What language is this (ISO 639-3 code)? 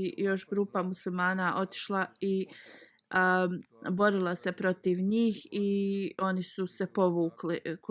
bos